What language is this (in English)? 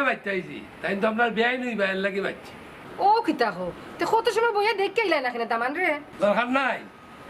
Sylheti